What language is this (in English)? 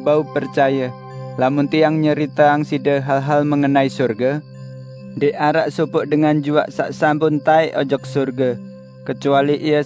Sasak